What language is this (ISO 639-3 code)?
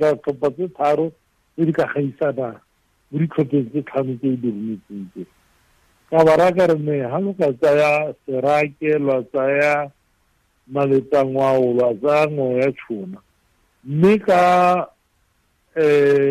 tsn